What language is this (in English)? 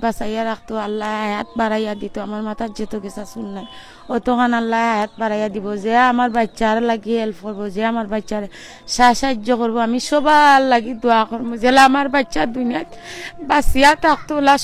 Sylheti